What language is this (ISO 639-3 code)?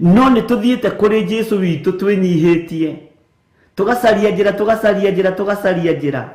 kik